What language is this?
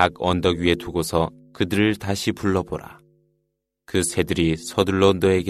Korean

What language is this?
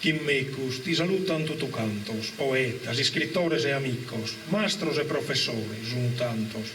Sardinian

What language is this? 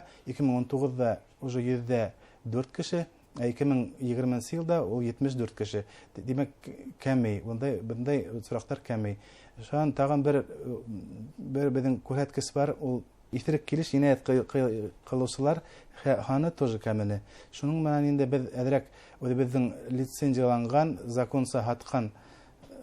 Bashkir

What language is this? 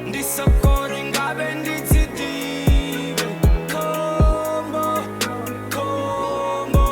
Venda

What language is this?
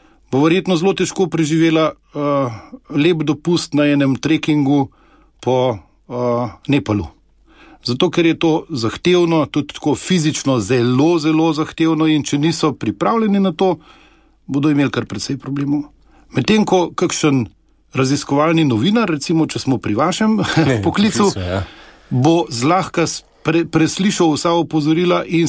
Slovenian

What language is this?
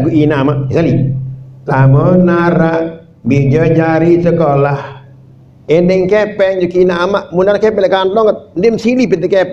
Sasak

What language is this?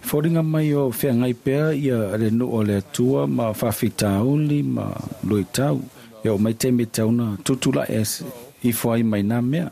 Samoan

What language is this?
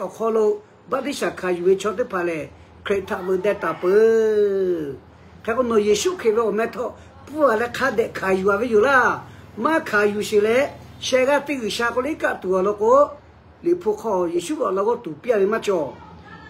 Lahu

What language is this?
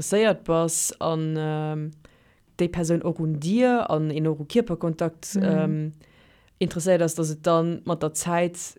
Luxembourgish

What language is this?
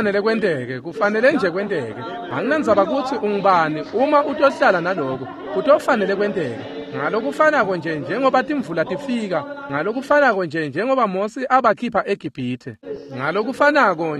Swati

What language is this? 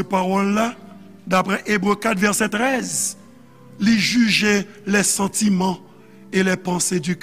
Haitian Creole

